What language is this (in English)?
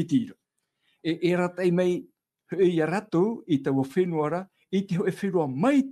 Tahitian